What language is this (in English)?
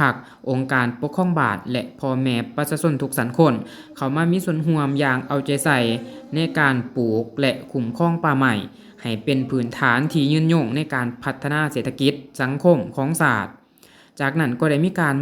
Lao